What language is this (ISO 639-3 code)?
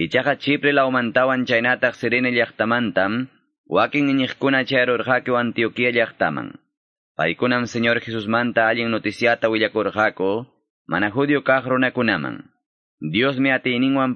quy